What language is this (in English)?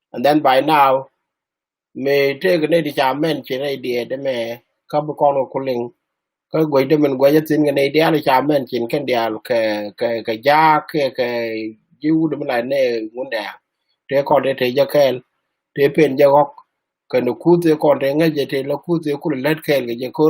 Nuer